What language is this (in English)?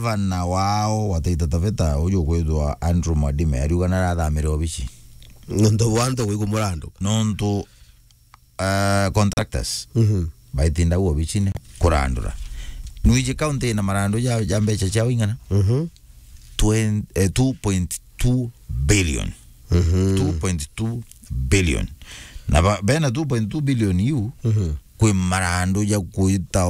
Meru